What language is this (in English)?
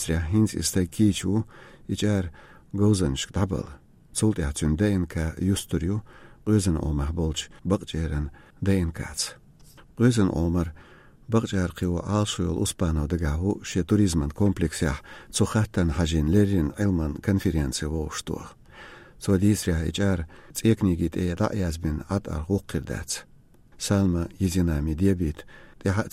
Chechen